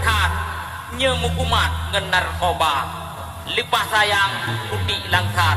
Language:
Achinese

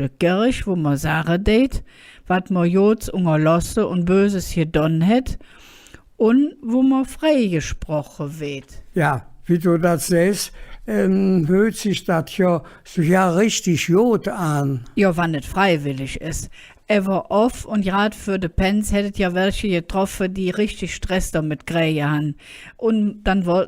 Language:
Colognian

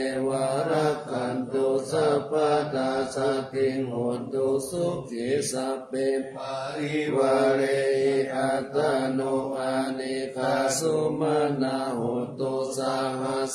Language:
Pali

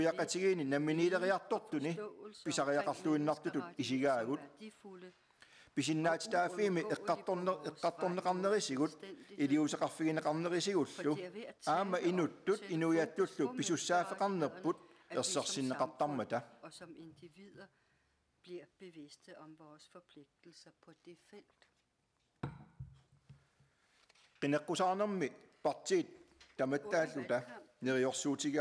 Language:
Kalaallisut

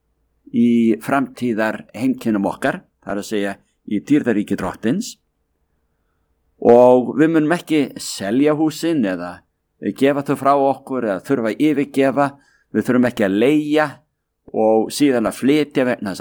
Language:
Icelandic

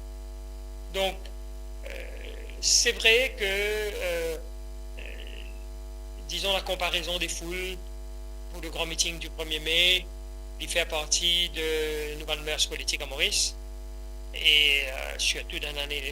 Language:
Morisyen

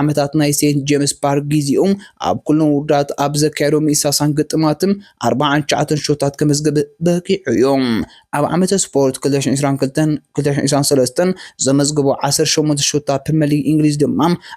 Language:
Tigrinya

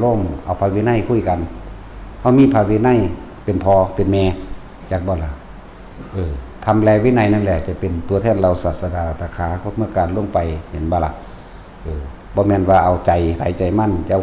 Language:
Northeastern Thai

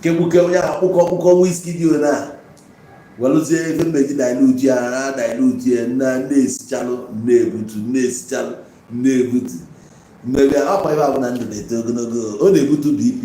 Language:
Igbo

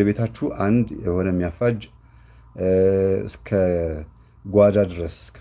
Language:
Amharic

